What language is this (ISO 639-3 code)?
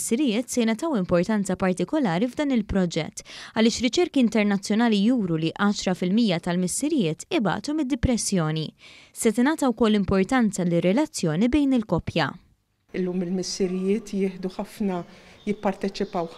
mlt